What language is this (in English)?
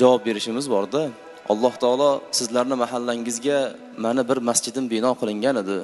Uzbek